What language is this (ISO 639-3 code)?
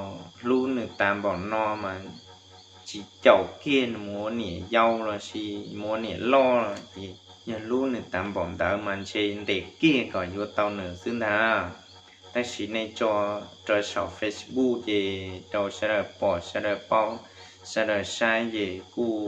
hmn